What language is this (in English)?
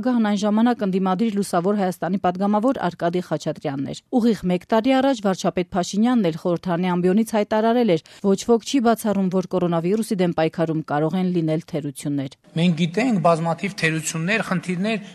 Armenian